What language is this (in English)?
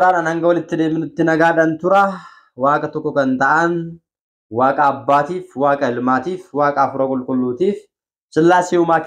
Oromo